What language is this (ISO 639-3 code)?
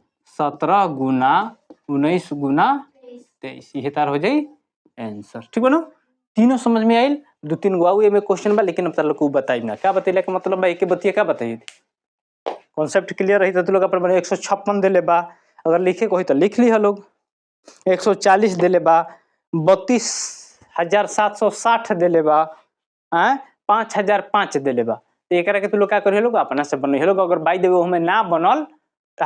bho